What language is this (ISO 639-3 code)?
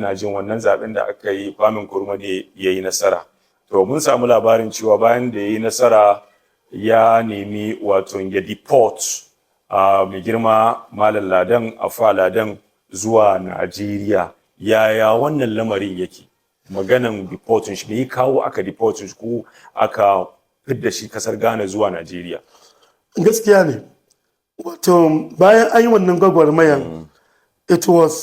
hau